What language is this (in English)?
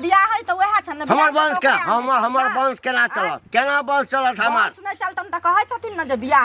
Maithili